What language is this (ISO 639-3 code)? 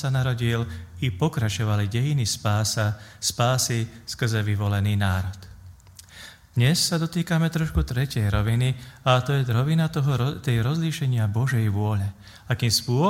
slk